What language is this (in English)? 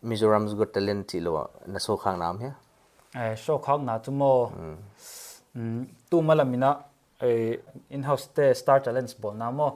Paite Chin